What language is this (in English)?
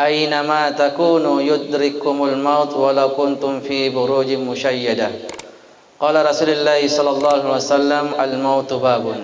Buginese